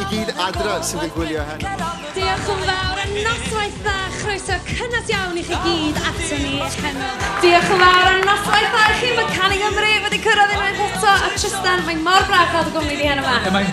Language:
Welsh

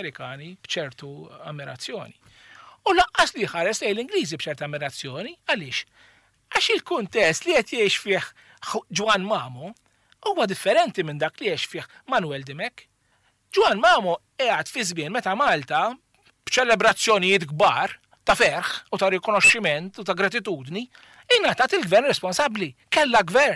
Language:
Maltese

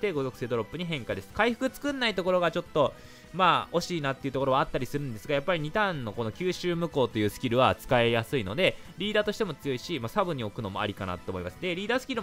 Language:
Japanese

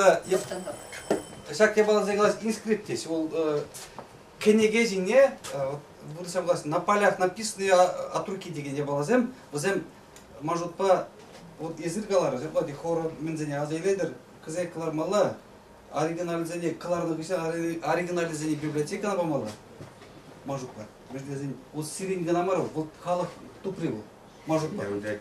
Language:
Chuvash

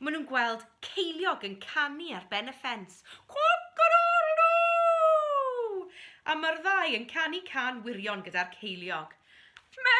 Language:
Welsh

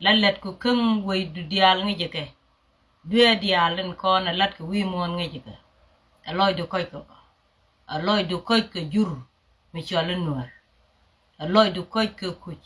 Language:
Nuer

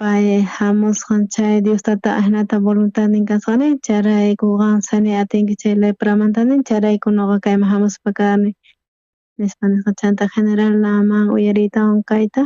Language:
South Bolivian Quechua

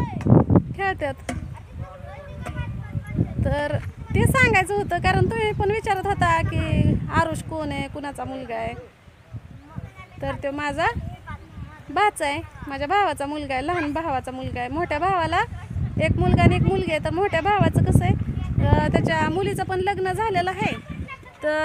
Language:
Marathi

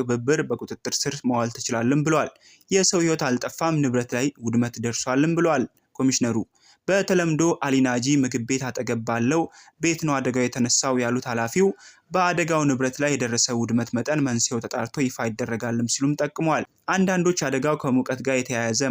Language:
Amharic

